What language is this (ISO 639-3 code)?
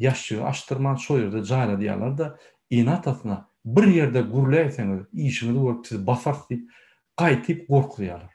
tuk